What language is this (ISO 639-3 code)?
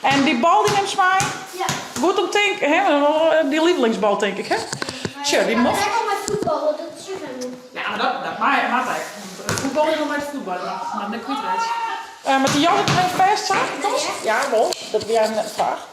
fry